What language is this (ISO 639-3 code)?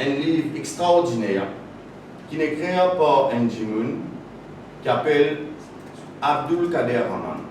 mfe